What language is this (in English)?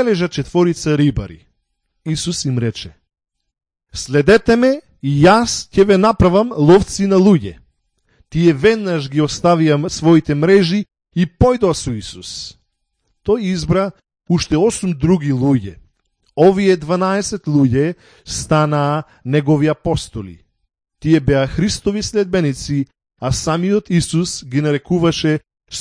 Macedonian